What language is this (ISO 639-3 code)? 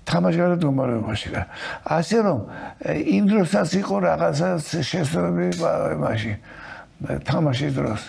kat